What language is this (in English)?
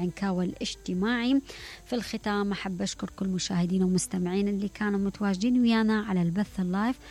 Mesopotamian Arabic